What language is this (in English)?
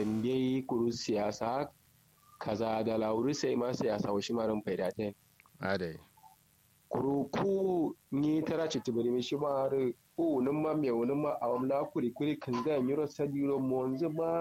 Kanuri